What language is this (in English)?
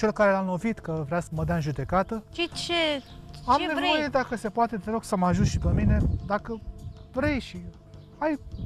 Romanian